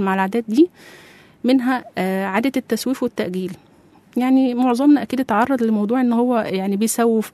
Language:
Egyptian Arabic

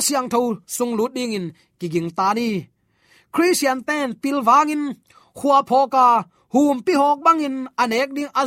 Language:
Tedim Chin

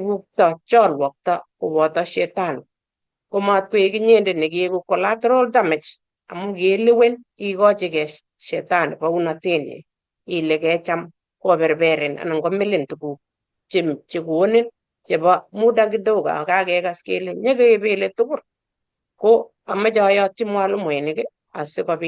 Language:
Kalenjin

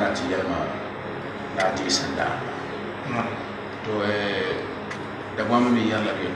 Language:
Dagbani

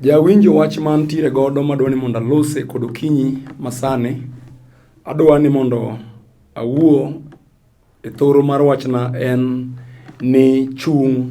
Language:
Luo (Kenya and Tanzania)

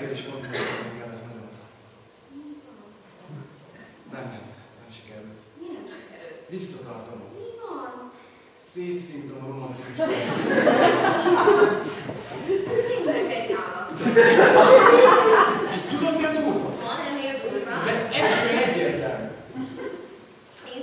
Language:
Hungarian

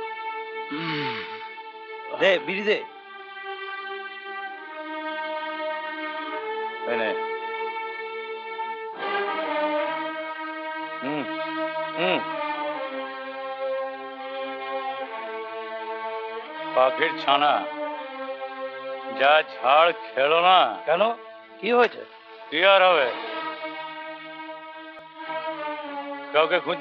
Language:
Bangla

